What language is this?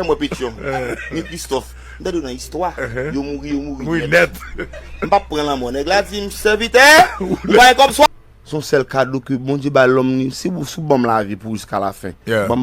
Haitian Creole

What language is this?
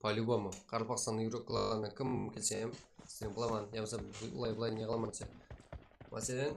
Kara-Kalpak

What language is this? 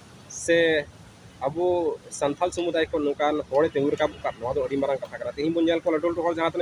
Santali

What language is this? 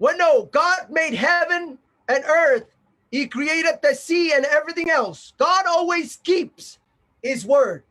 Pohnpeian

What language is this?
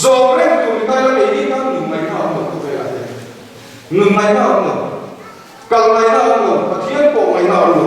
Mizo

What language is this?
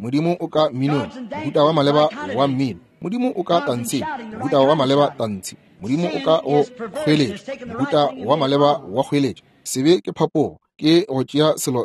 Northern Sotho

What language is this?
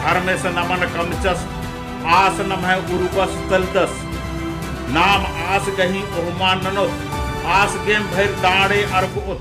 Kurukh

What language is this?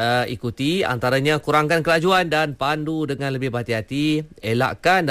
Malay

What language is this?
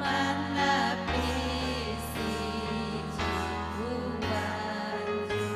Ayacucho Quechua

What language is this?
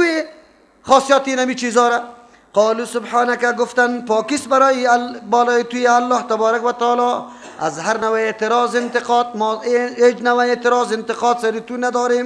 Persian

